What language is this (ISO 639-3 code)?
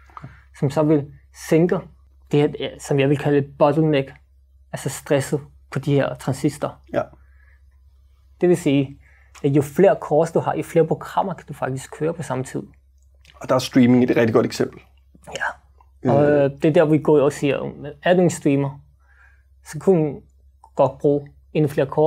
dan